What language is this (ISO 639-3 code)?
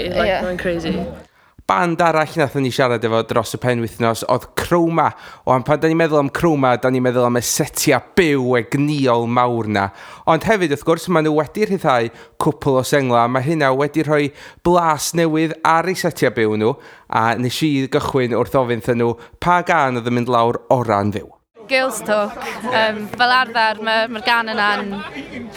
cym